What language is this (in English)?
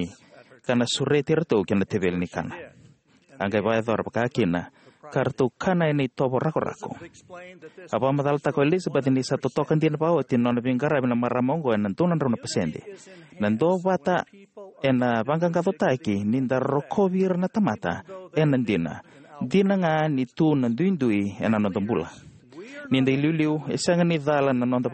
Fijian